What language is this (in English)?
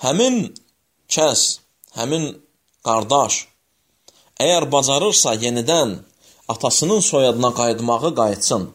Azerbaijani